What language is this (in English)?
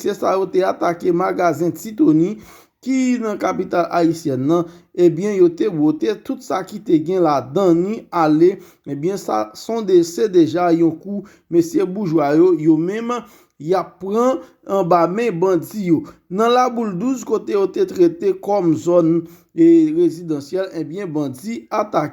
Haitian Creole